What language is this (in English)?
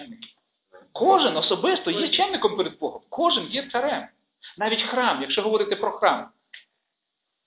Ukrainian